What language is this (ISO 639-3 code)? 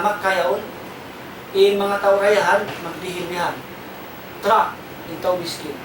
tsg